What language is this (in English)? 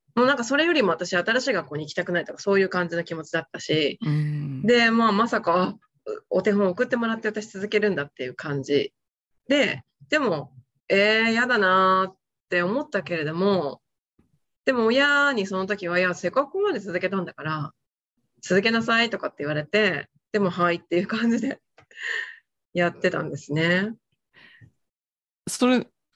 Japanese